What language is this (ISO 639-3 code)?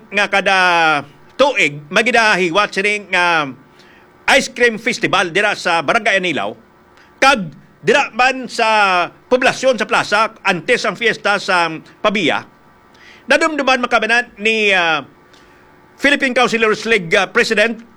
hil